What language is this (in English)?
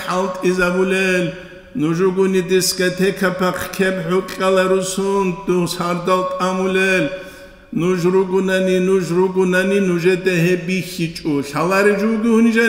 Avaric